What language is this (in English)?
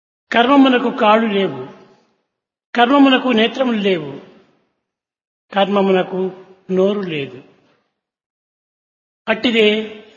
Telugu